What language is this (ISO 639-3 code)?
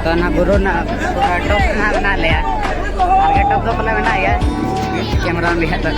sat